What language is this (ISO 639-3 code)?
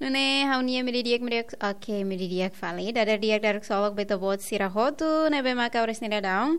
tet